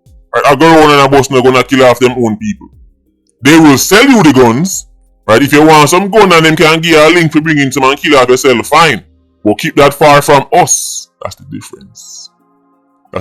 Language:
Jamaican Creole English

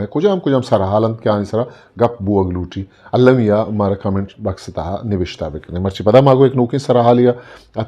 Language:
Eastern Balochi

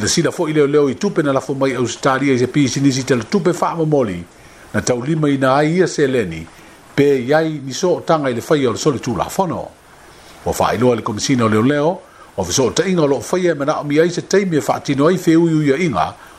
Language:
Samoan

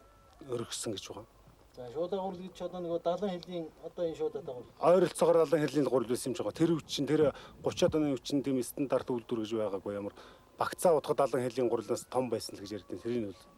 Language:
Mongolian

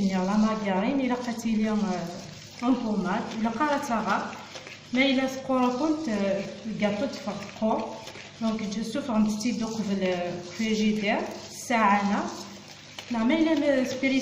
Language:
Kabyle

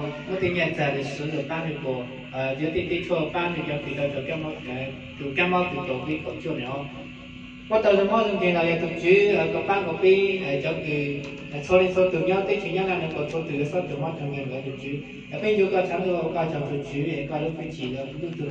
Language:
Hmong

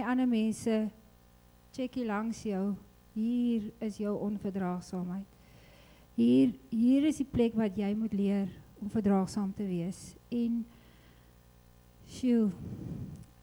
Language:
Afrikaans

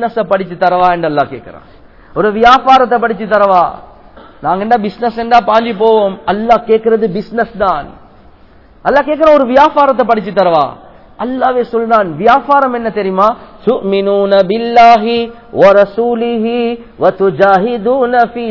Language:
Tamil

